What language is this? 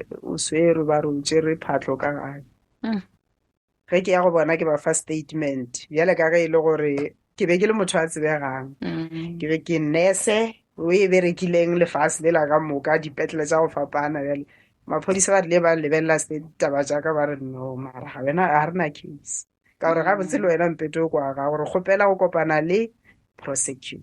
Northern Sotho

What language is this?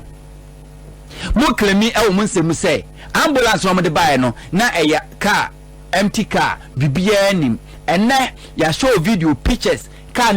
Akan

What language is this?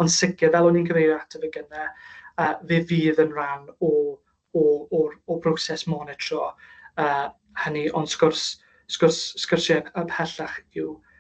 Welsh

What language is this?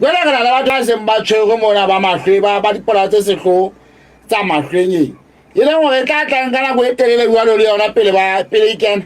Southern Sotho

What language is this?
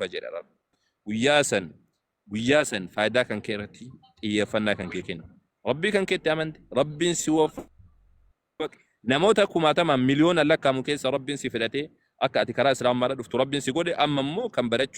Oromo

